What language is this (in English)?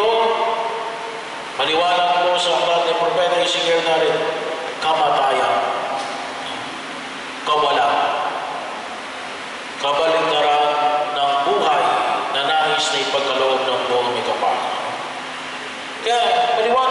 Filipino